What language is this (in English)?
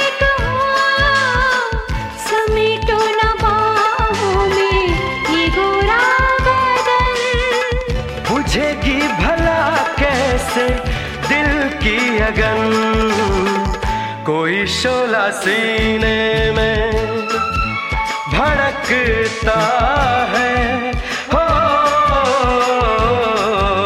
Hindi